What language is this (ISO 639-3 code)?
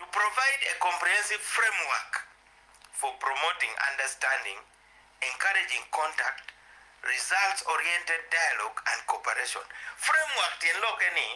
ach